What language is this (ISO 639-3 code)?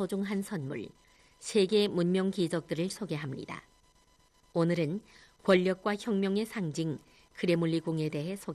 kor